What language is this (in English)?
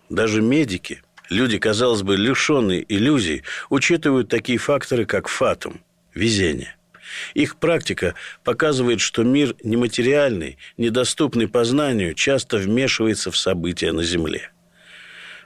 Russian